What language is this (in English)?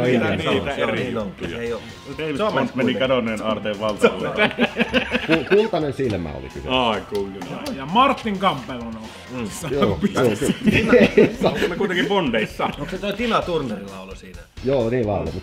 Finnish